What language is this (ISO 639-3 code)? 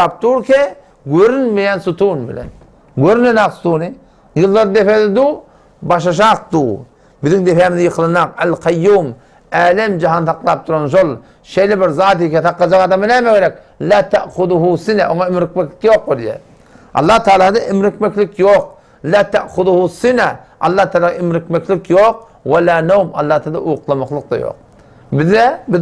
tuk